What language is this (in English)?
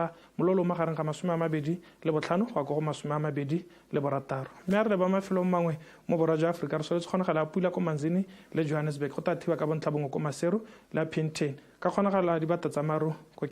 Tswana